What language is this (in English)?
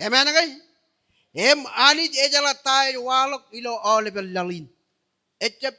Marshallese